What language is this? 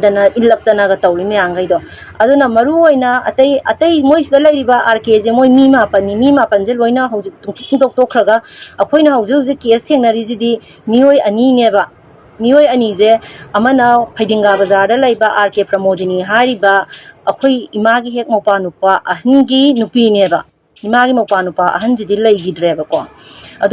Manipuri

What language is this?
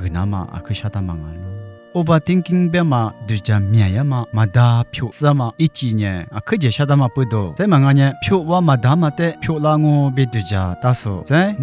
Lisu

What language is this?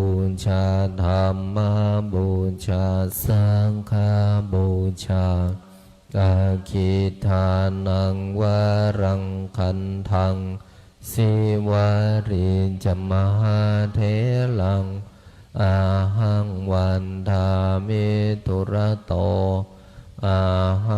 Pali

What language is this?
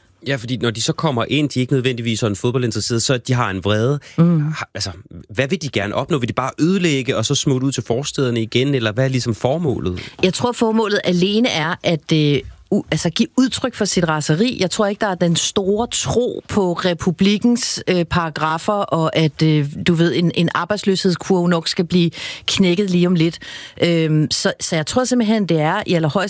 Danish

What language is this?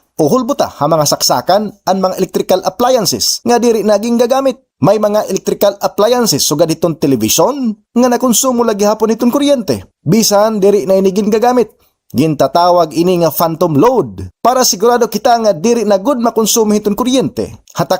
Waray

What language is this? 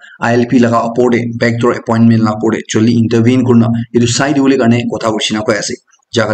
Naga Pidgin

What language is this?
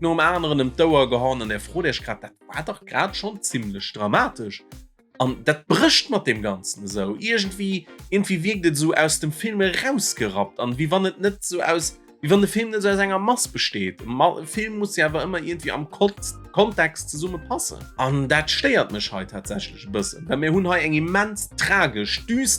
Luxembourgish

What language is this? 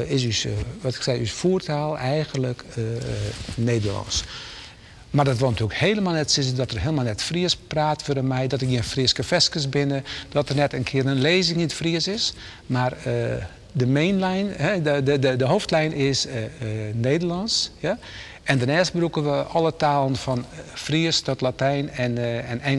Western Frisian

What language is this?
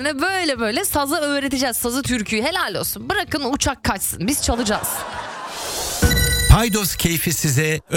Turkish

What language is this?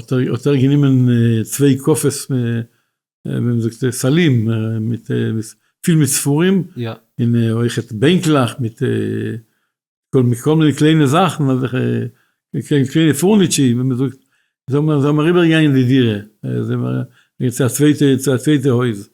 Yiddish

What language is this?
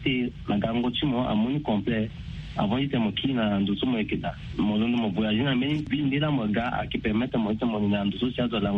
Sango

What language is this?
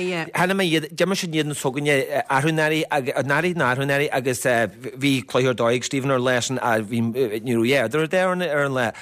Irish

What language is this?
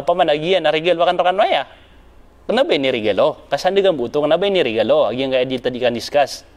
Maranao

